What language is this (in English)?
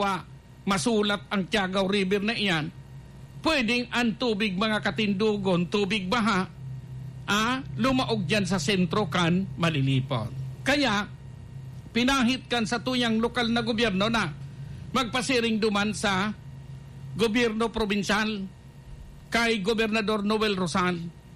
Bikol